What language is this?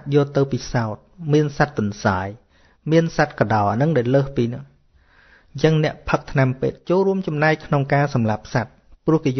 Khmer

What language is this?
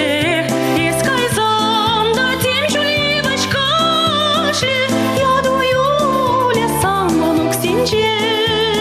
Chuvash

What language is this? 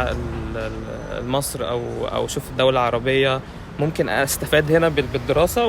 Egyptian Arabic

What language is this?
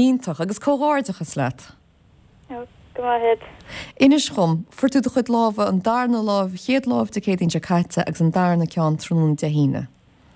Irish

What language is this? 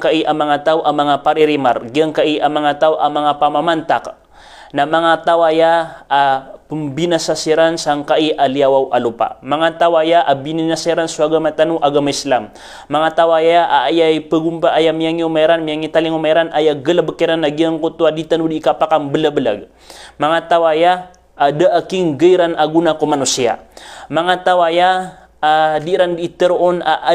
Maranao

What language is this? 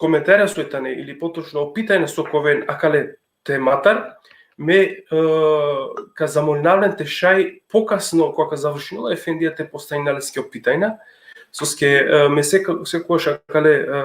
Balkan Romani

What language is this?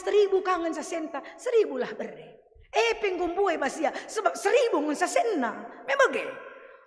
Batak Karo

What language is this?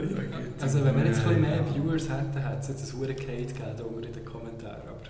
Swiss German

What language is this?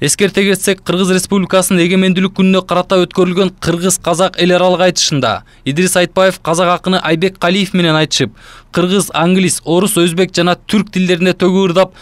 Kyrgyz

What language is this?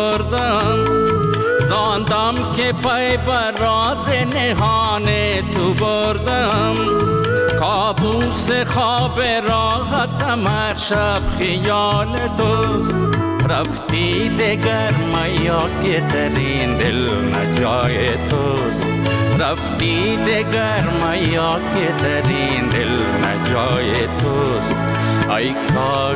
Persian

